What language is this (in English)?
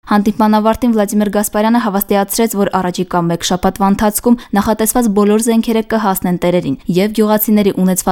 Armenian